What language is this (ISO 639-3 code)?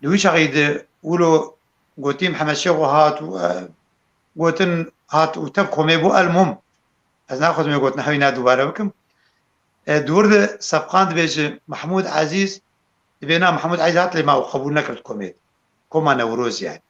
kur